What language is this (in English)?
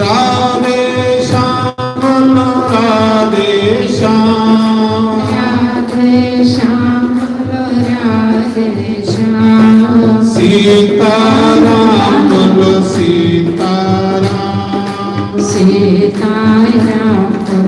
Dogri